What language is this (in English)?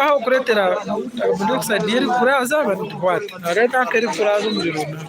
Nyankole